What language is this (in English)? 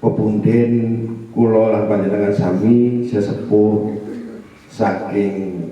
Javanese